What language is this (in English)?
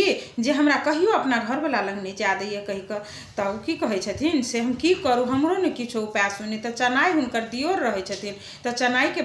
Maithili